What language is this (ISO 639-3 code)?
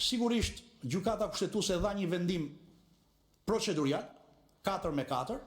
sqi